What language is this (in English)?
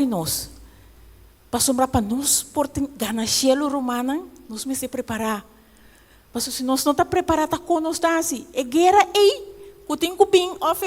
Papiamento